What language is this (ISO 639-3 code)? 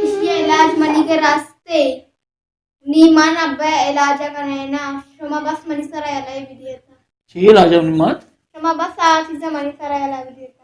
bal